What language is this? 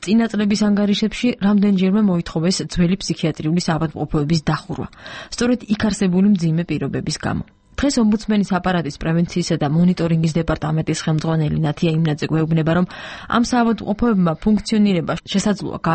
Georgian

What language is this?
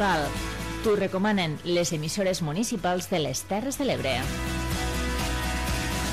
Catalan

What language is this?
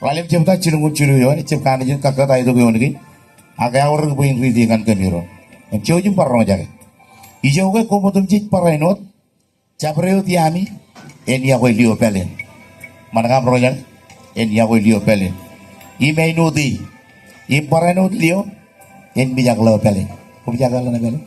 Marshallese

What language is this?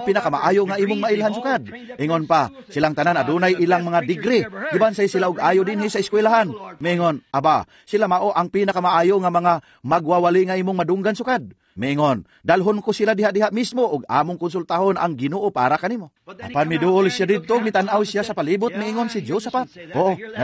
Cebuano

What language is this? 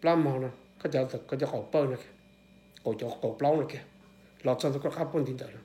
Hmong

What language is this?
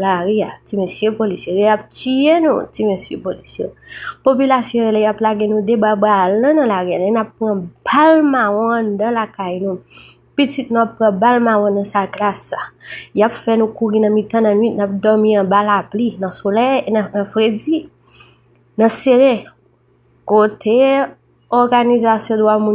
Haitian Creole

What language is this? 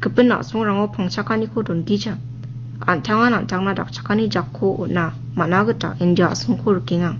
Garo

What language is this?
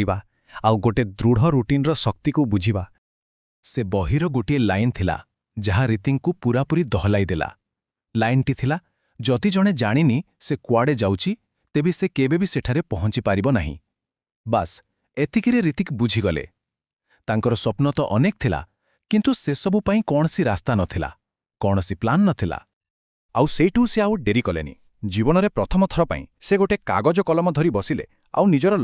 Odia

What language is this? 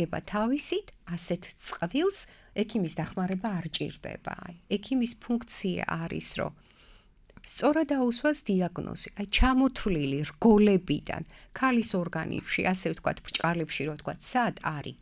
Georgian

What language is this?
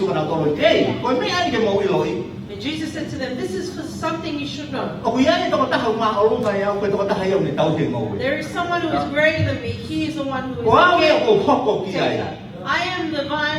Tongan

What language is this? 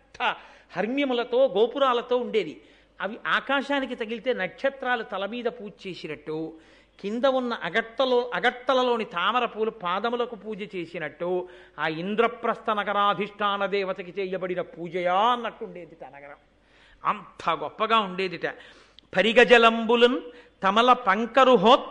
Telugu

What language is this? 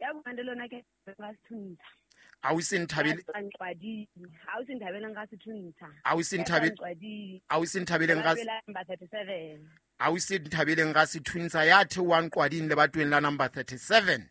Southern Sotho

